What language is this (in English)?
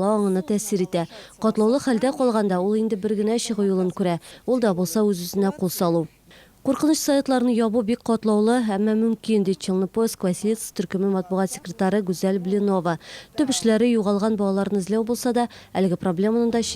Tatar